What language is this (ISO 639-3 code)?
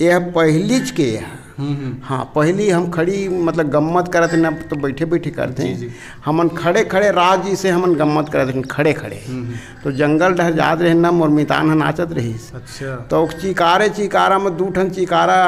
hne